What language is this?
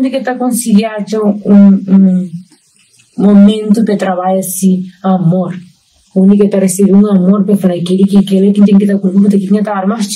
Kabuverdianu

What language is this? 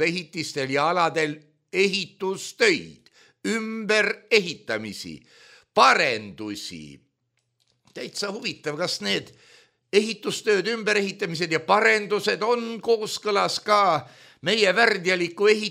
Estonian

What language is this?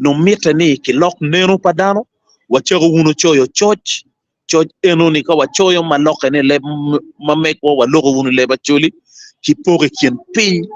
Acoli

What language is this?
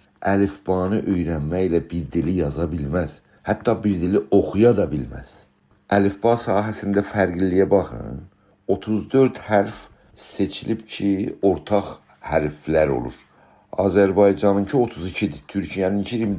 South Azerbaijani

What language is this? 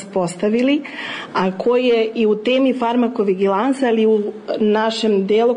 Serbian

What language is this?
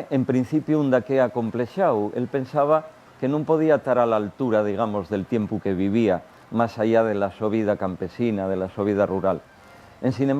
Asturian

